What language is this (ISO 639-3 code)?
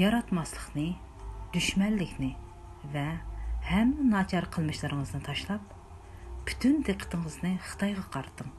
uig